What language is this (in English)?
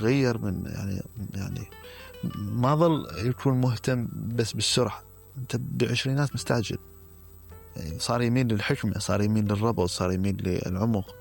Mesopotamian Arabic